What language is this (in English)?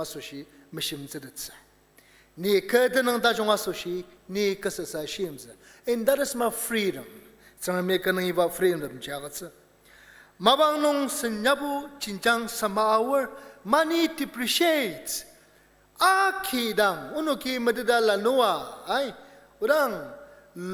Ao Naga